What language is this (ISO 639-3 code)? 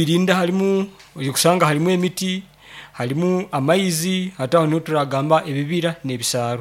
nyo